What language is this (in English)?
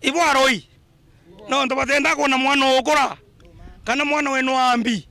Meru